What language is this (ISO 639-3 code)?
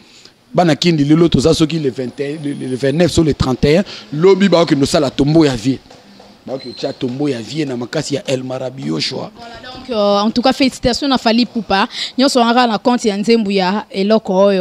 lin